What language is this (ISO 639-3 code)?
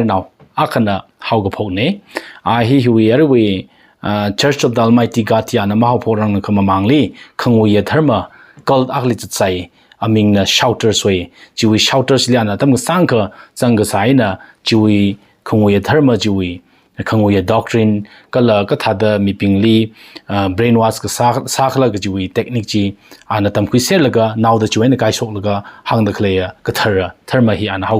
nmf